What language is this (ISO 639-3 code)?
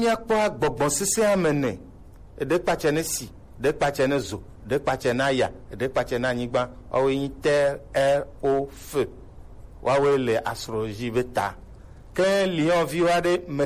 gej